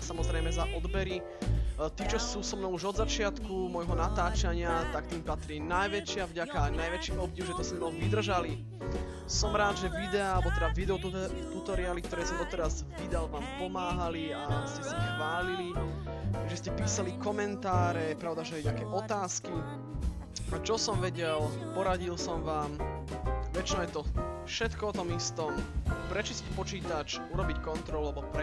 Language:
Slovak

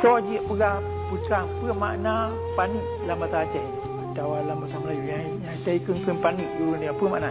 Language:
Achinese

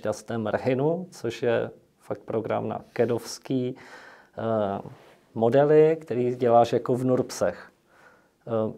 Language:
Czech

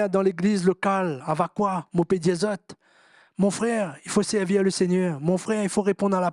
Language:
Morisyen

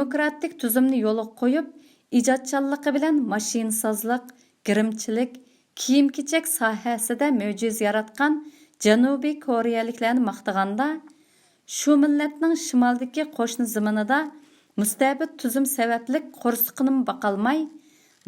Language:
Uyghur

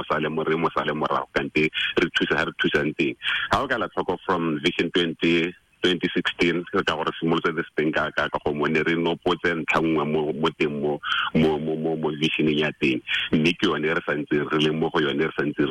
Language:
Tswana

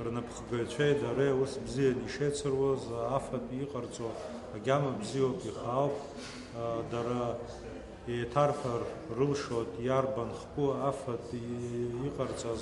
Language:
Abkhazian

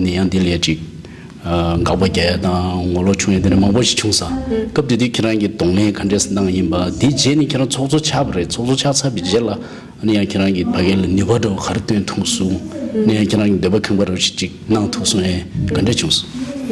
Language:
Tibetan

